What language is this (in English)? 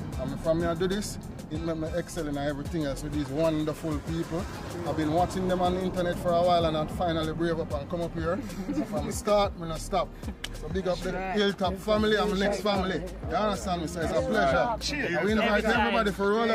Jamaican Creole English